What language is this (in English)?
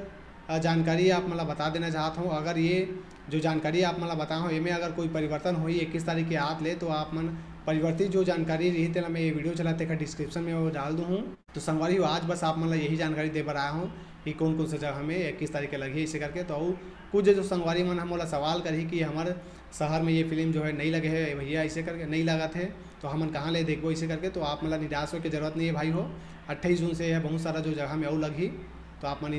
Chhattisgarhi